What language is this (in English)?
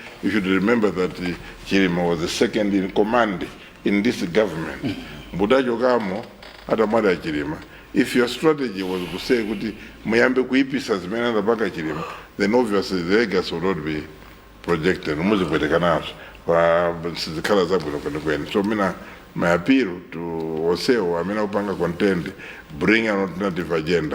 Nyanja